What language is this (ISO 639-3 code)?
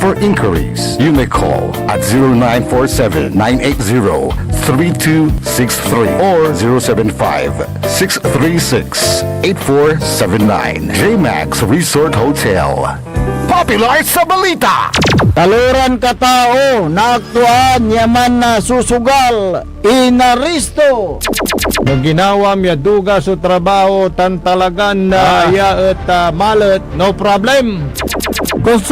pag